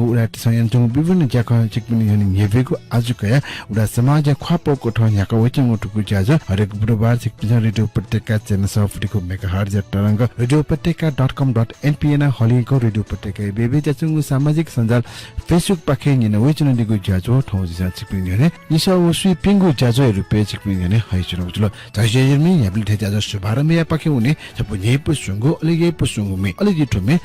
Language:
Newari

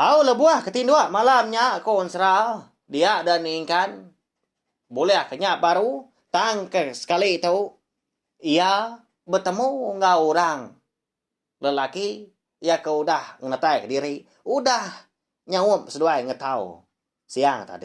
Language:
Iban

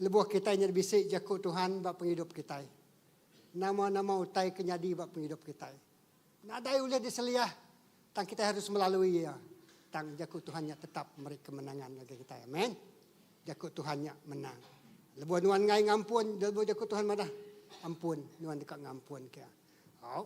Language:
Iban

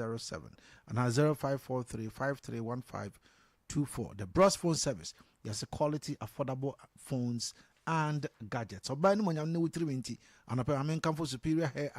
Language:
Akan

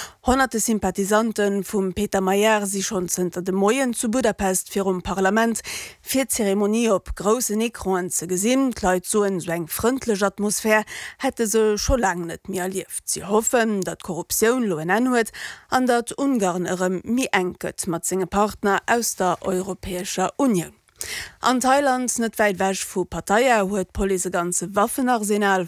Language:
Luxembourgish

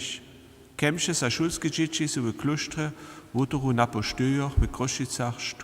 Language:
Upper Sorbian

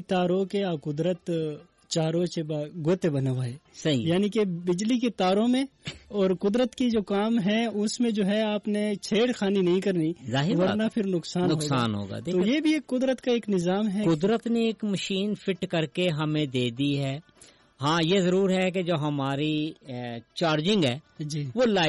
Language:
Urdu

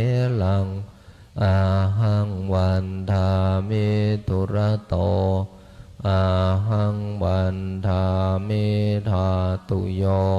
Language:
Pali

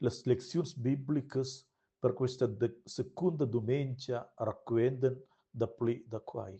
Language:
Romansh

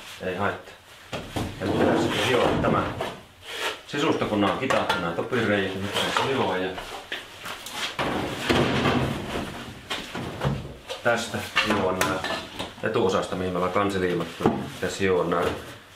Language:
Finnish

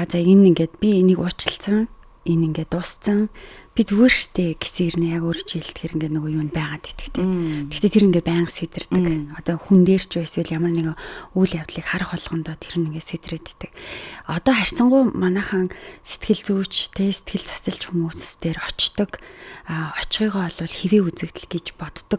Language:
Mongolian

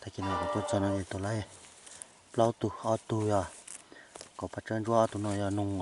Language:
Hmong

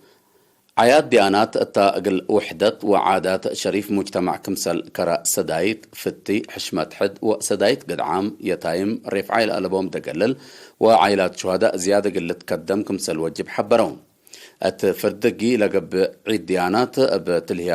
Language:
Tigre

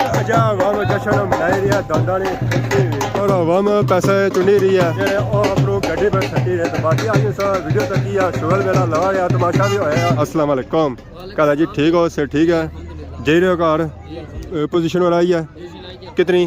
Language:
Pahari-Potwari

